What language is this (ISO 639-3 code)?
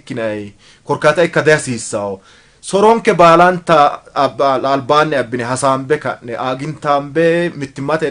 sid